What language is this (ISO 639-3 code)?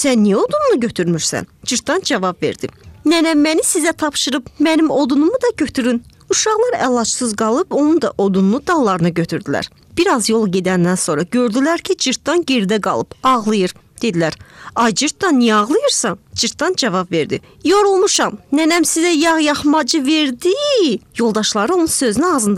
aze